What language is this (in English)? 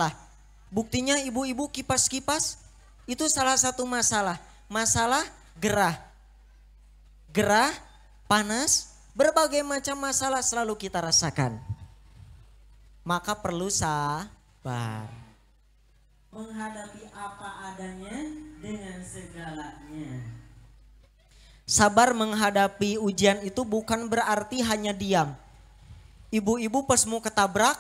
Indonesian